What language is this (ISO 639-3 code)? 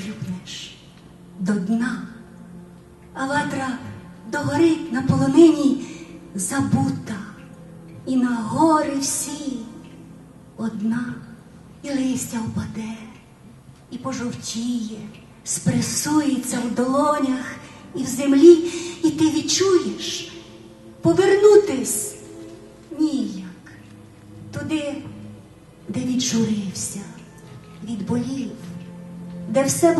ukr